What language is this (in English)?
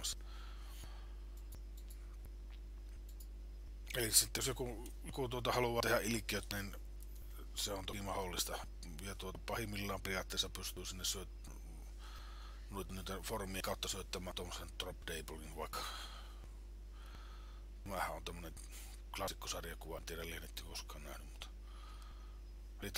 Finnish